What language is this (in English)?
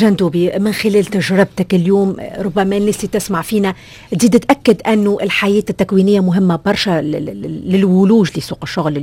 Tunisian Arabic